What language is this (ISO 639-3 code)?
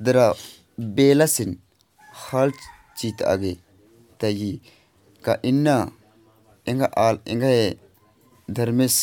kru